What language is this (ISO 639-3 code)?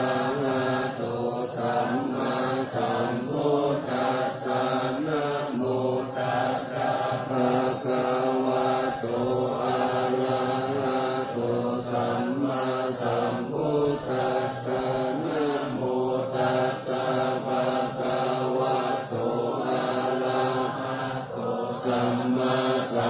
pli